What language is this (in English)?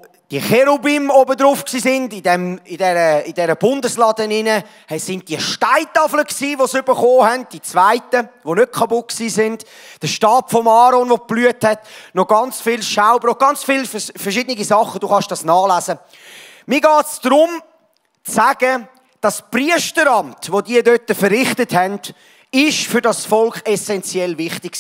Swiss German